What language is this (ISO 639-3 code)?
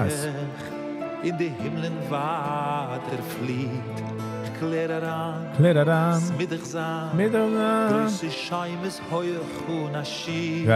yid